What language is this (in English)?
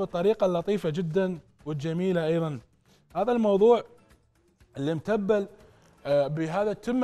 Mesopotamian Arabic